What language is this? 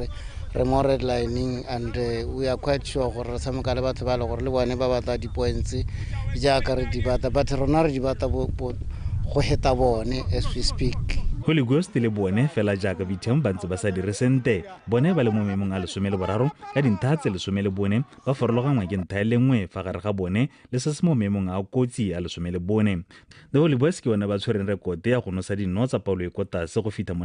Tswana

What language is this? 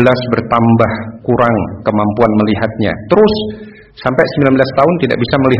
Indonesian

